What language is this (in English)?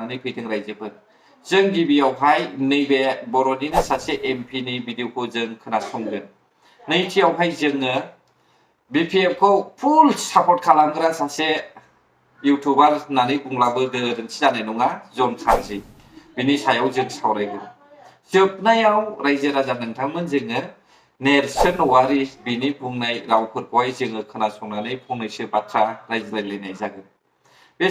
Bodo